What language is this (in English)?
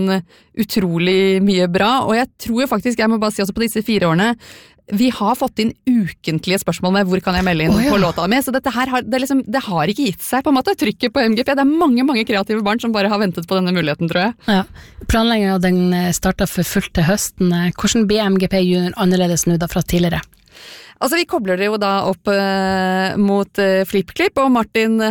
Norwegian